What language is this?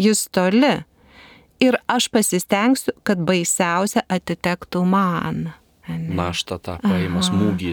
Lithuanian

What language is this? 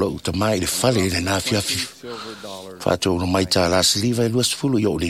Samoan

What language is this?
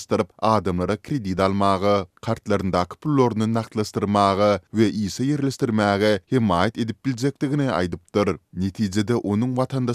Turkmen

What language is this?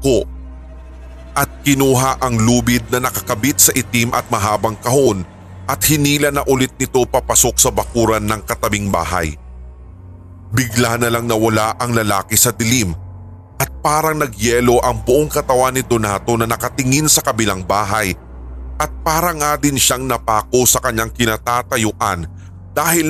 Filipino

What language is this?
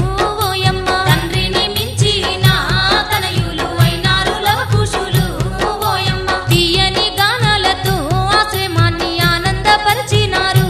Telugu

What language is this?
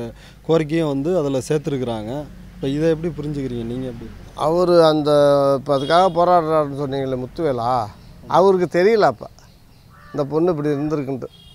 Tamil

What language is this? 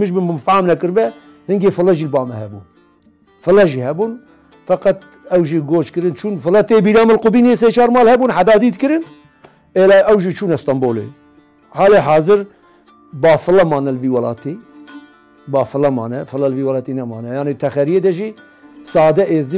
Kurdish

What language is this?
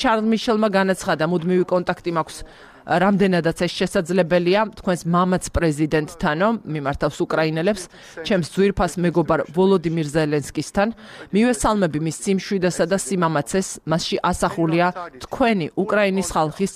Georgian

